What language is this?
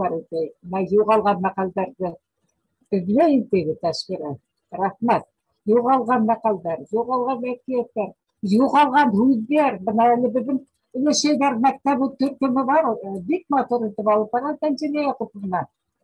Bashkir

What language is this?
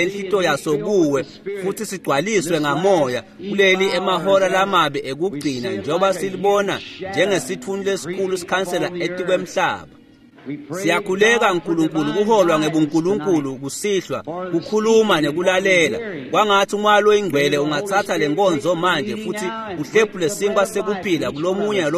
Swati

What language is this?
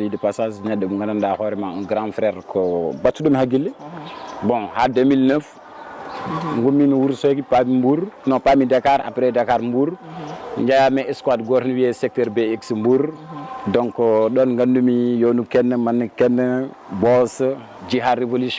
Fula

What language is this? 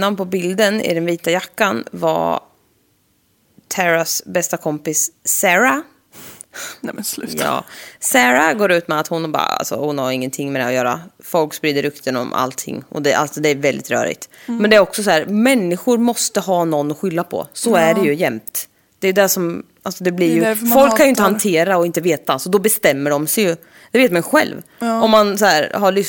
Swedish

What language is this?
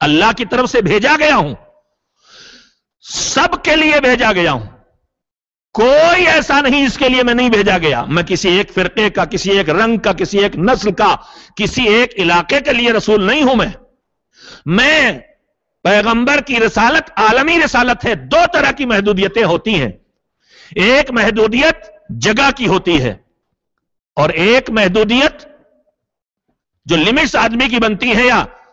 Urdu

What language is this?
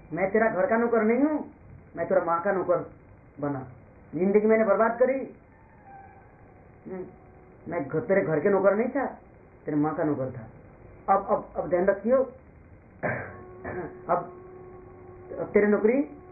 Hindi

